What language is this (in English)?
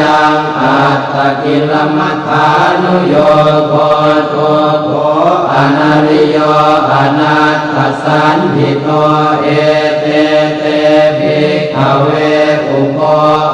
Pali